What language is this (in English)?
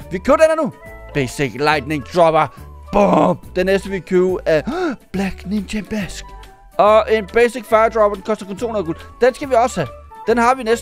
Danish